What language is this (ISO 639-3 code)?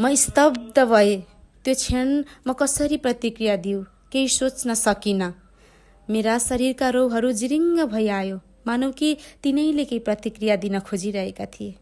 nep